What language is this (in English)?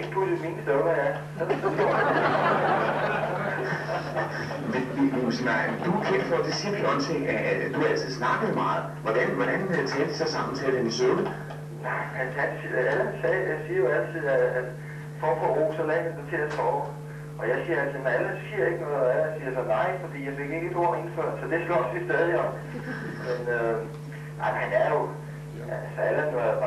Danish